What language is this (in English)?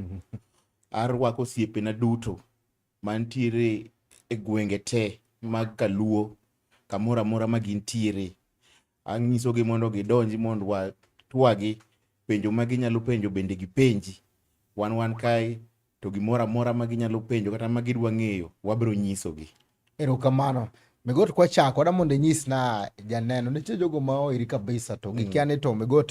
Luo (Kenya and Tanzania)